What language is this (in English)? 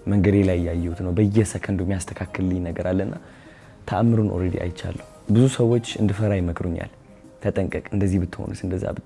Amharic